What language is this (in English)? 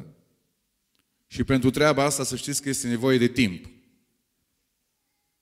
Romanian